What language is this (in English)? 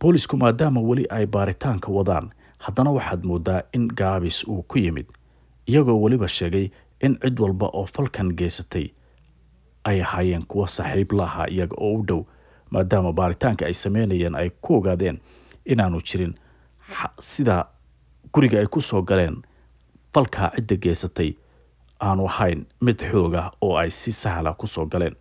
Somali